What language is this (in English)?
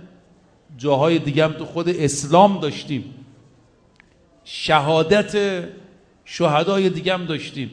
Persian